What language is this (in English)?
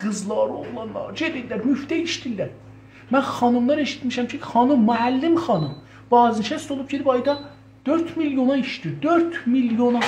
South Azerbaijani